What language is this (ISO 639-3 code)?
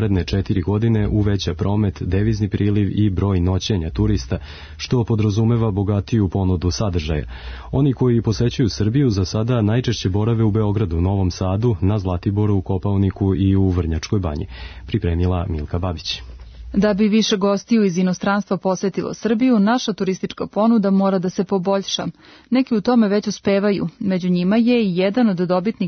srp